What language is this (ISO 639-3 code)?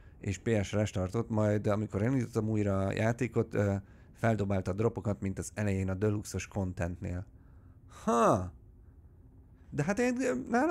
hun